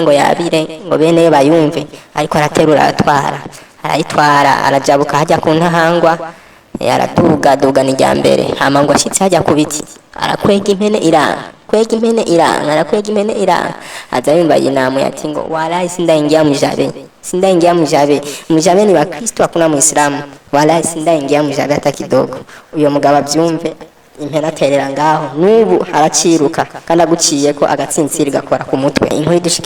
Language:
Rundi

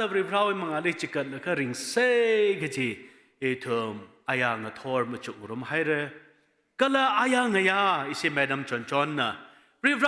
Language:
Tangkhul Naga (India)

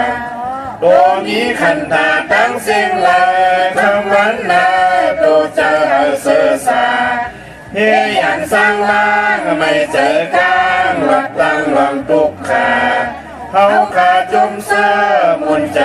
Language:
Shan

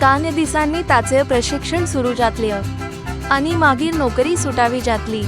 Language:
Konkani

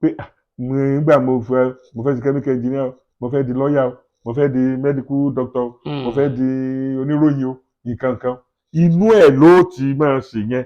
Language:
Yoruba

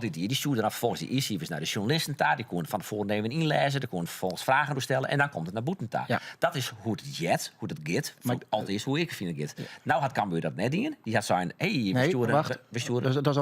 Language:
Western Frisian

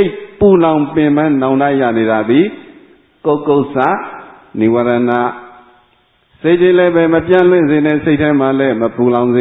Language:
Burmese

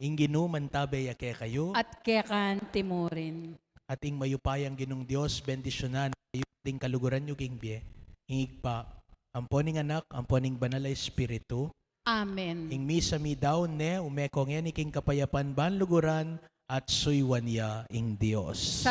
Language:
Pampanga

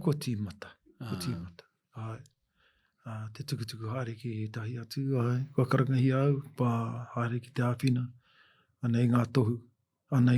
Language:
Māori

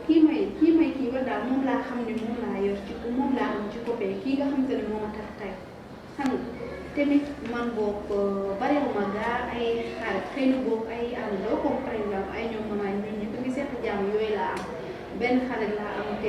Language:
Wolof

